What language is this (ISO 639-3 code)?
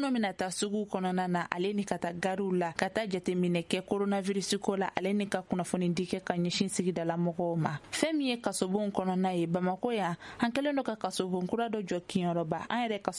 bam